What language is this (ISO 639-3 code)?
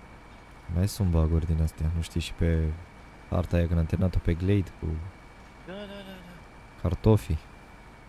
ron